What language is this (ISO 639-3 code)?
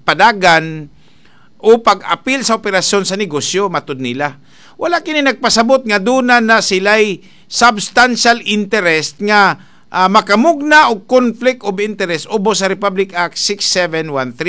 ceb